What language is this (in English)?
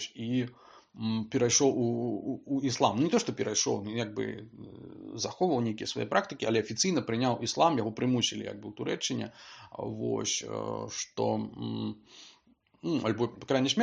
Belarusian